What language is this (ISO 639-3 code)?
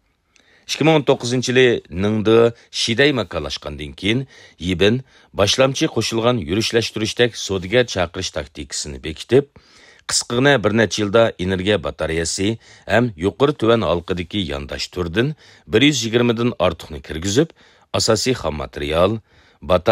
uig